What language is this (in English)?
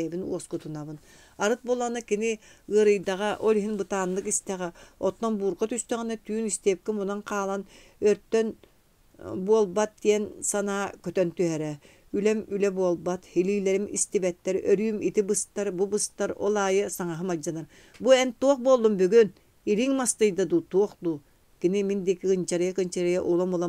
Yakut